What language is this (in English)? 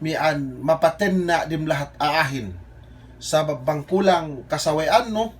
Yakan